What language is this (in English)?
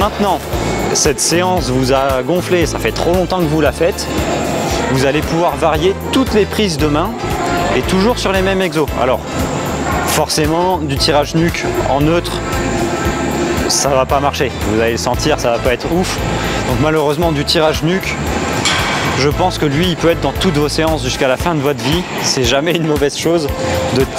French